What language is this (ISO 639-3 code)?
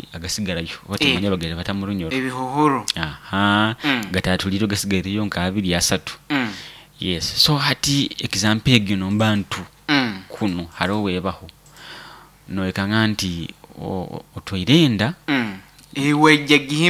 nyo